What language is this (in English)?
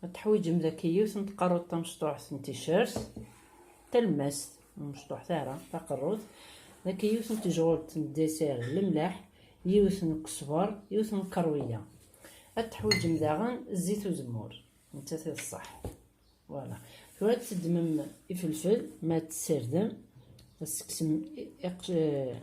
Kabyle